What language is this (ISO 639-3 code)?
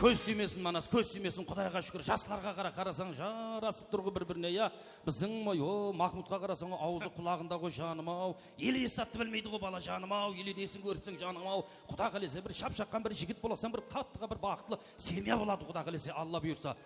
kaa